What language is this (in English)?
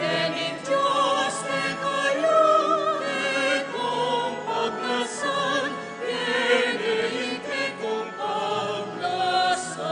Pampanga